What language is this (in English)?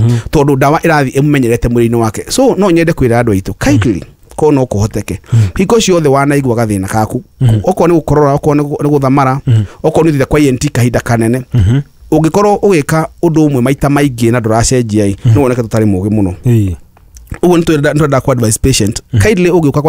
Kikuyu